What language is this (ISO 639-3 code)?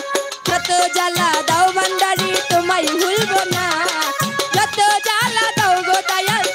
ben